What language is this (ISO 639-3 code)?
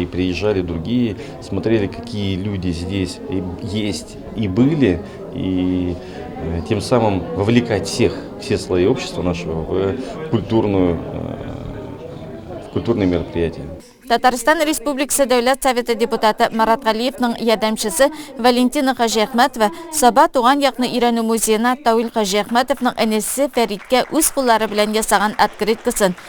tat